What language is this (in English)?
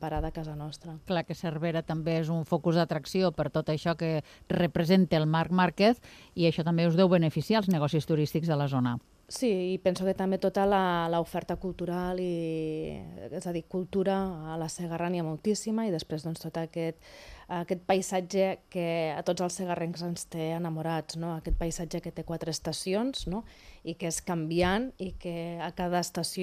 Catalan